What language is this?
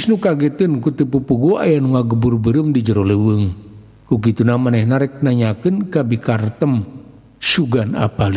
Sundanese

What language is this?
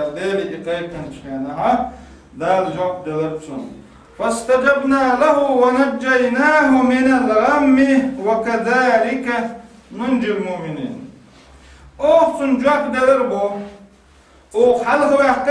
Chechen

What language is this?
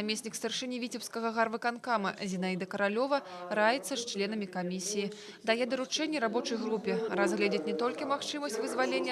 Belarusian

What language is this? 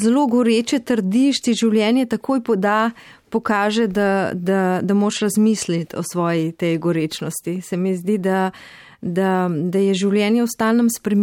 Slovenian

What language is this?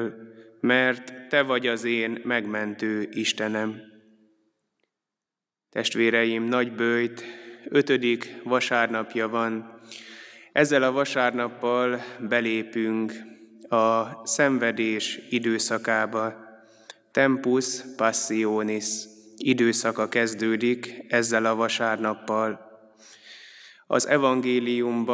Hungarian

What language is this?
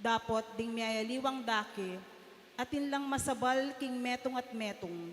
Pampanga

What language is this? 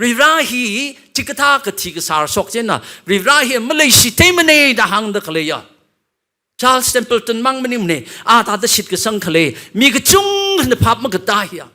Tangkhul Naga (India)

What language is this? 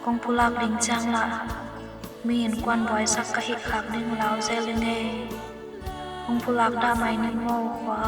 Tedim Chin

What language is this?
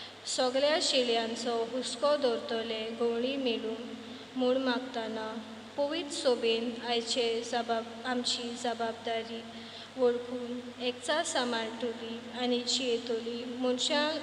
Konkani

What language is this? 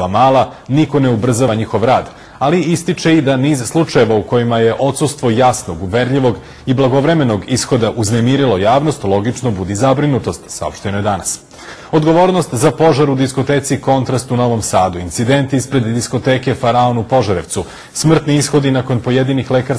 Serbian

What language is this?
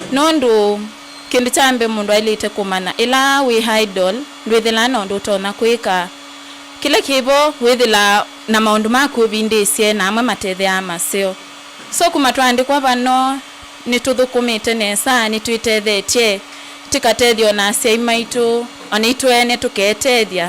Kamba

